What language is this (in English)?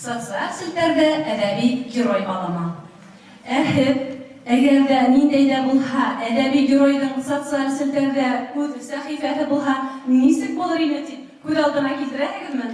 Bashkir